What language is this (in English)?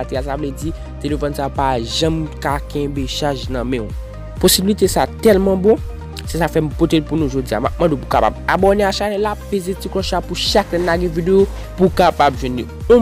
Haitian Creole